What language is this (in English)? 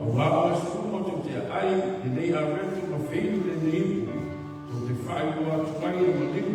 Samoan